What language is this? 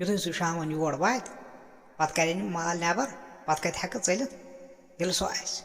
Kashmiri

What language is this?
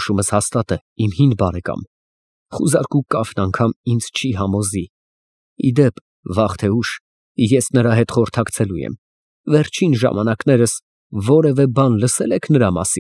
Armenian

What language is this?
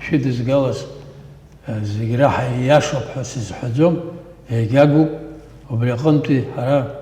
Abkhazian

